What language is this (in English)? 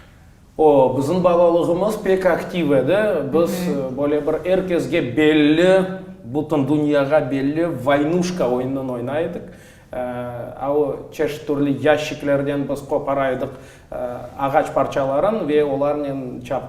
Crimean Tatar